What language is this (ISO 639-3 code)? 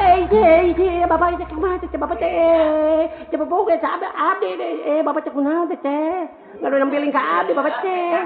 sun